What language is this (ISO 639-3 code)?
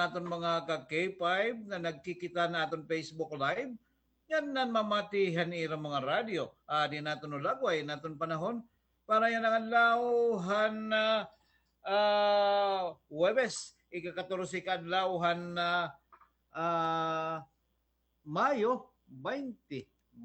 war